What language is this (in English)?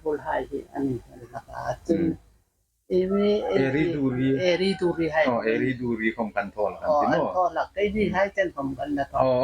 Hmar